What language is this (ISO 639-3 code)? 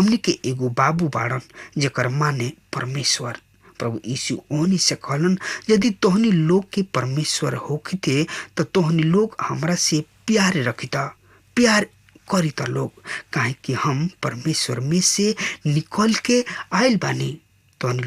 bho